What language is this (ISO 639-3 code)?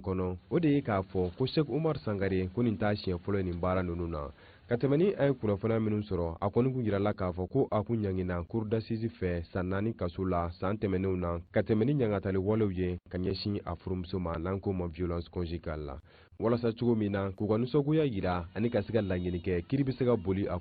bam